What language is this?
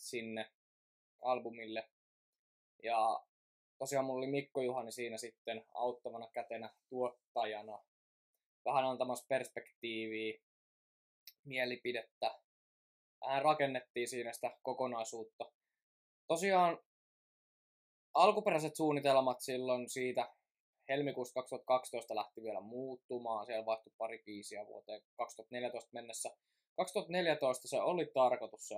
Finnish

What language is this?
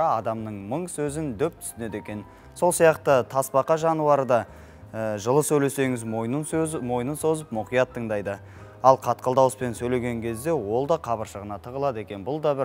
Kazakh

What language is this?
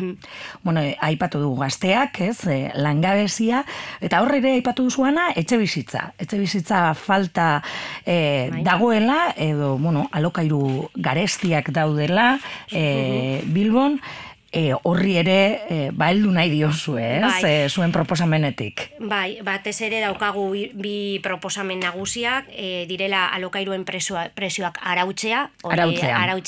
Basque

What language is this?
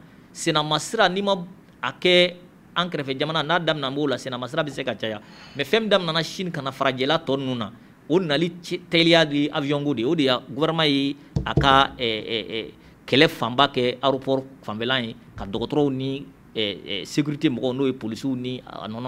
Bambara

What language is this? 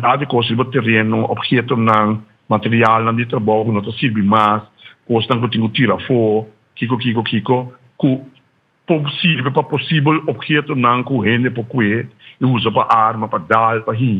Papiamento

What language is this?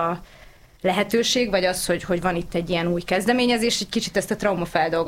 Hungarian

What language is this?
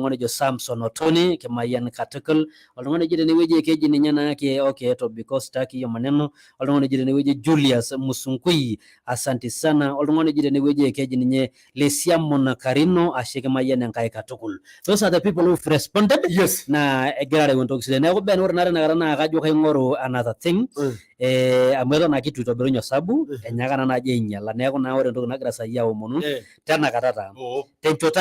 Masai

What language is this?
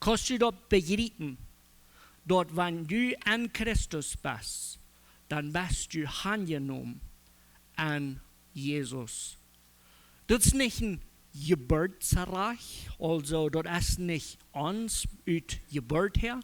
Plautdietsch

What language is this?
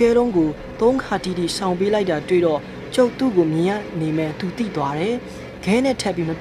Burmese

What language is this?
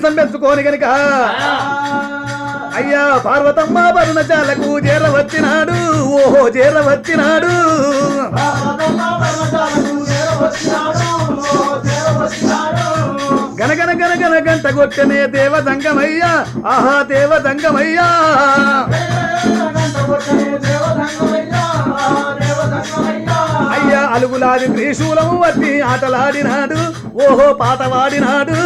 Telugu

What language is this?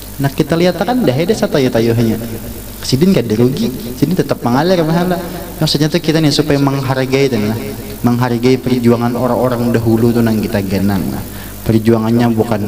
Banjar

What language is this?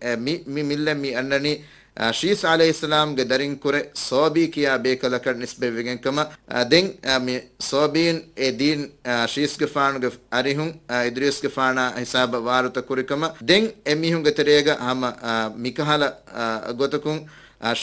Divehi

